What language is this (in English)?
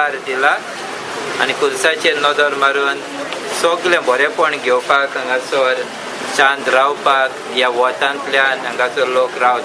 Konkani